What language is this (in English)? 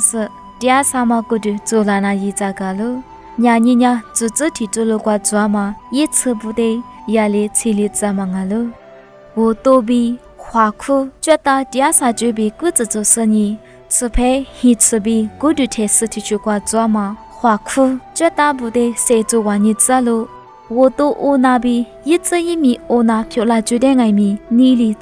Lisu